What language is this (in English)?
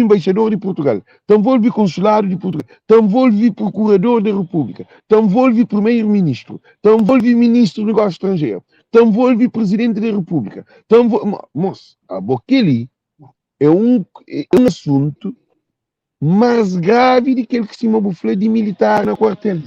Kabuverdianu